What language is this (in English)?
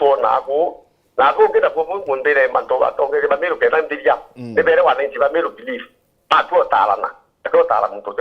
Meru